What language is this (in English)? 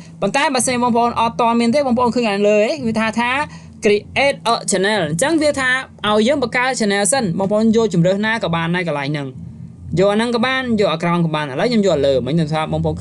Khmer